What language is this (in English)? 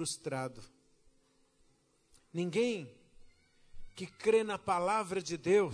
Portuguese